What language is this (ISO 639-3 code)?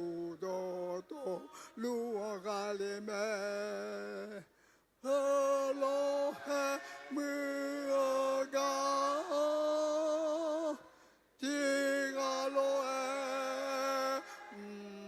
ahk